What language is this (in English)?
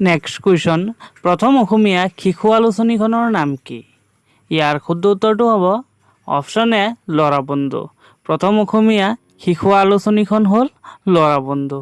Assamese